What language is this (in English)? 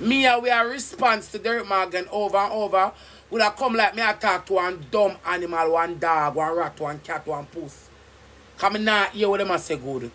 Jamaican Creole English